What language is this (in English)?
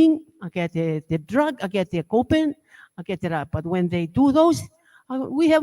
Gilbertese